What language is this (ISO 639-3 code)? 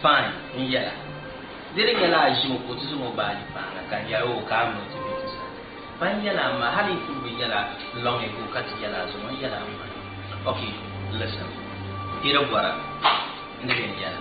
dag